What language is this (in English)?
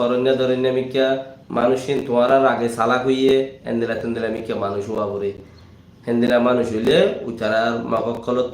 Rohingya